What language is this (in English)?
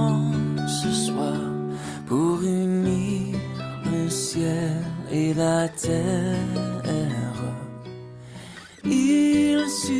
French